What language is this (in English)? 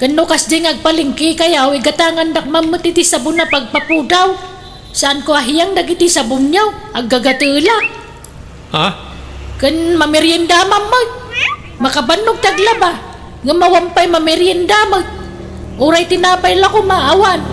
Iloko